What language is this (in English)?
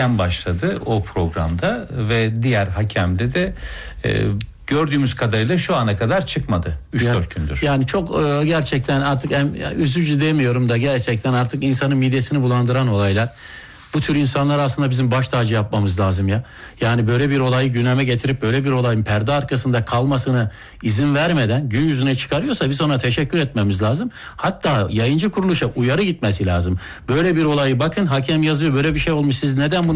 Turkish